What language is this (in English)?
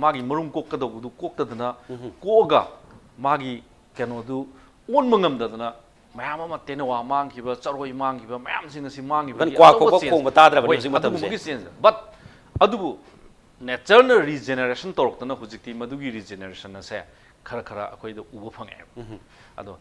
Manipuri